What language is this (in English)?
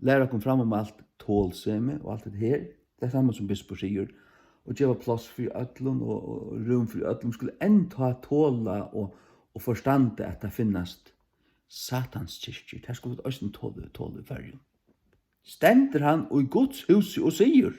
Faroese